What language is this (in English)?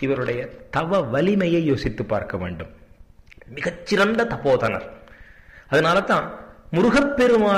Tamil